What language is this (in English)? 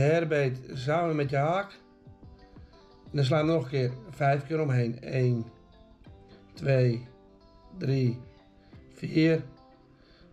Dutch